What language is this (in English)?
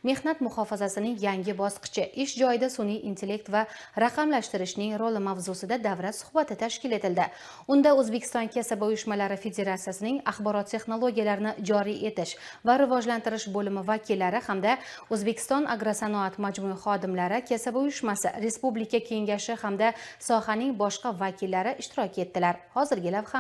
Uzbek